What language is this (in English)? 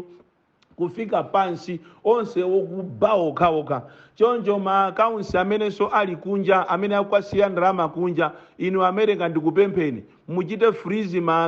Nyanja